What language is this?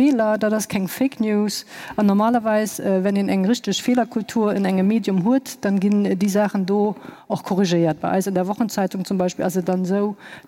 Luxembourgish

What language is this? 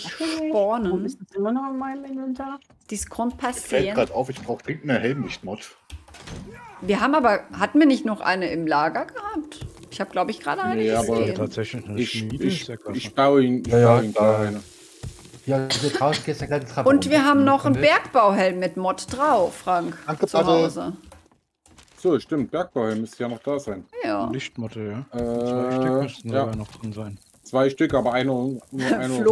German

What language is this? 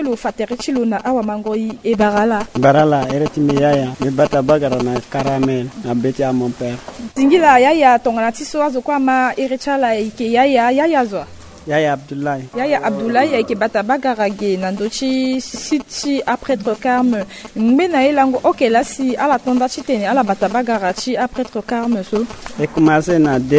Sango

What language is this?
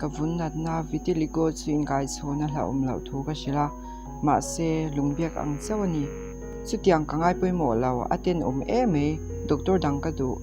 Mizo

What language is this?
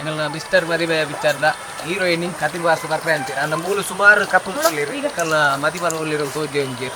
Tulu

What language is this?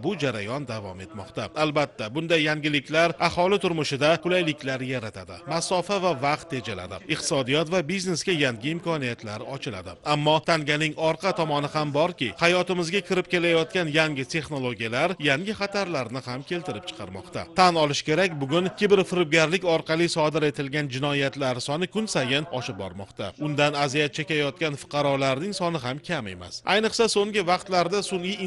Uzbek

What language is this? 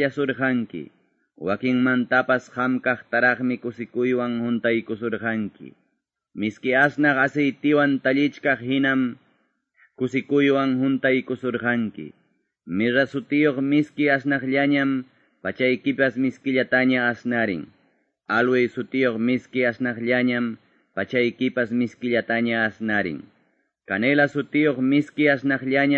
Quechua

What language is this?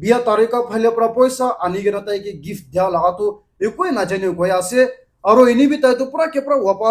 Naga Pidgin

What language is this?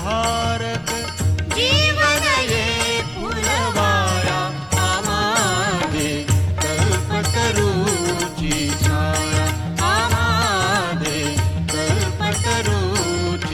Marathi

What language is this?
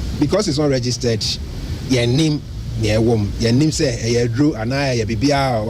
Akan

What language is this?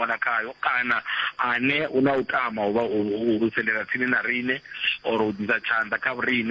Venda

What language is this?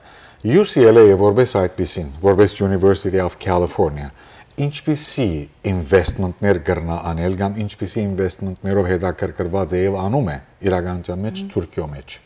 Western Armenian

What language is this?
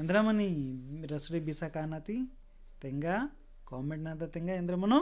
Kurukh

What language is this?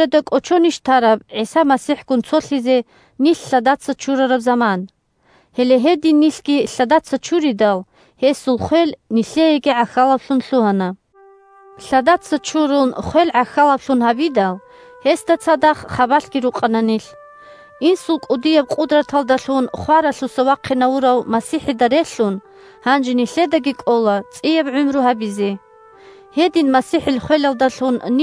Avaric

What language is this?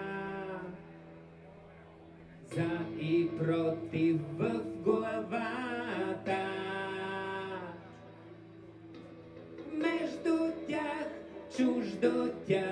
Bulgarian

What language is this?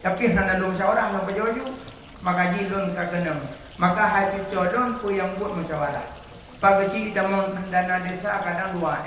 Achinese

